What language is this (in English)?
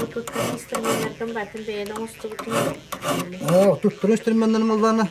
Yakut